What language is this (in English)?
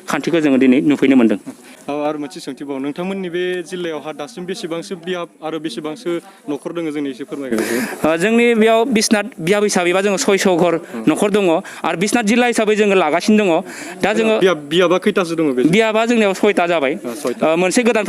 Bodo